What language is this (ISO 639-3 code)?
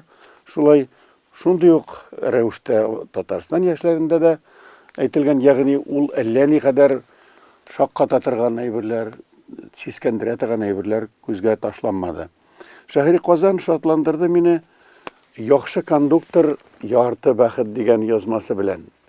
tat